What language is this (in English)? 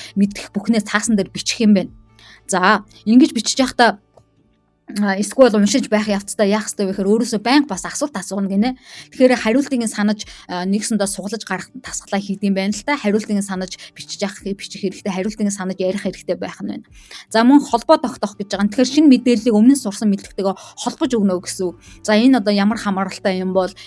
Mongolian